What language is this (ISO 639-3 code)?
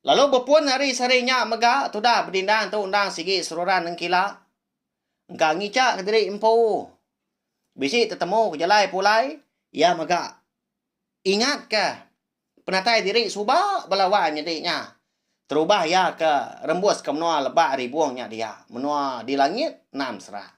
iba